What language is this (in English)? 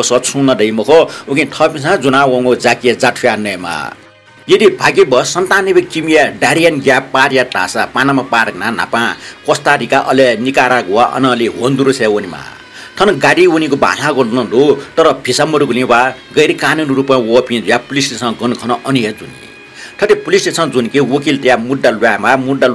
Newari